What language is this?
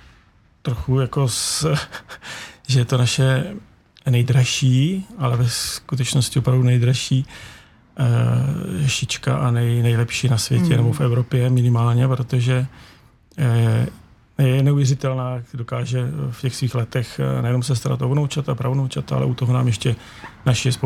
Czech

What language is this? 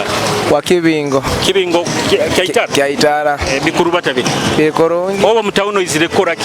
Nyoro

